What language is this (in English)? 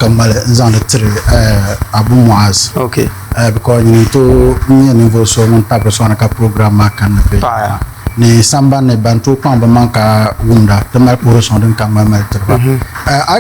Dagbani